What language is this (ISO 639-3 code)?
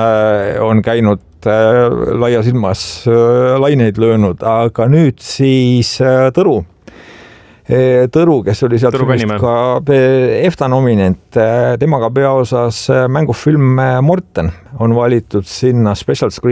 est